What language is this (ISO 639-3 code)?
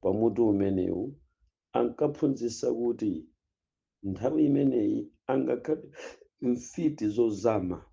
nya